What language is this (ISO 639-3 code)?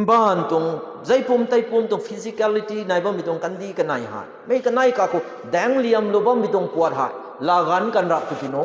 nbu